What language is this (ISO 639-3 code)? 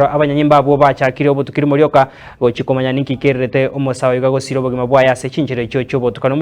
guz